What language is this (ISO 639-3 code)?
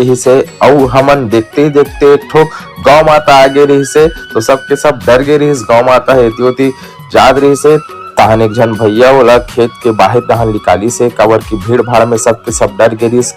hne